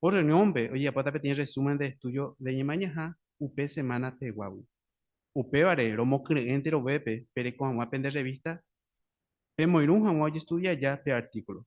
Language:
Guarani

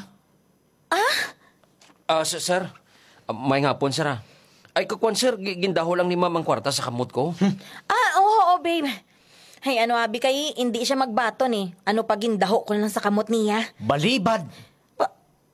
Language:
Hiligaynon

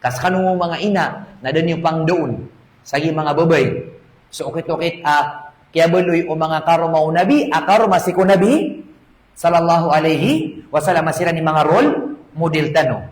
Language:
Maranao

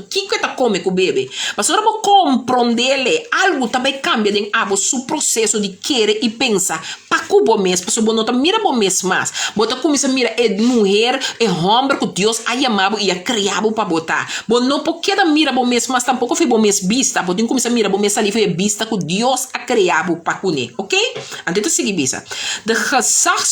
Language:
Papiamento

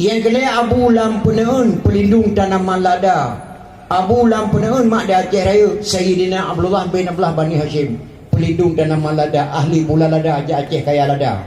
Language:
Achinese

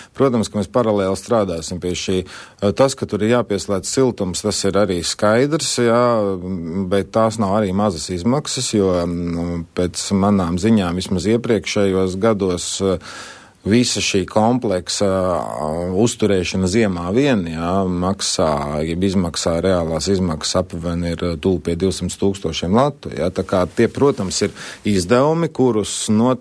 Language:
Latvian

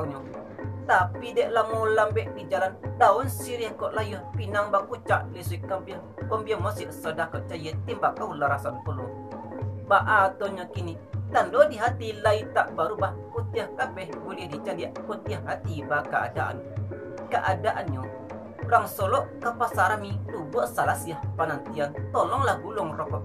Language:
Minangkabau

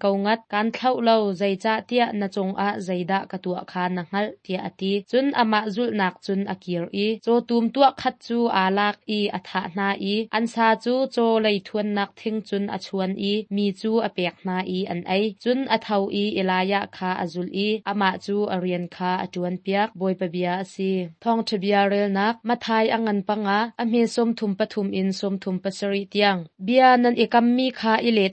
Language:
Hakha Chin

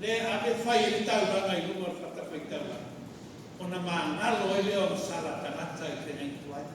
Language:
Samoan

